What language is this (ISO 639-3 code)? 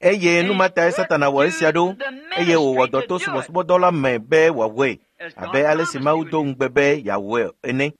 ewe